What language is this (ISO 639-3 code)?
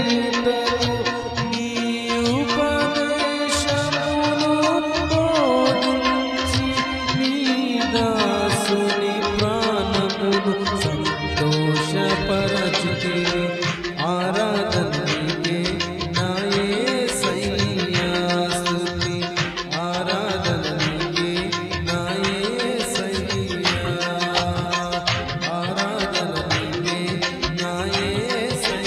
tel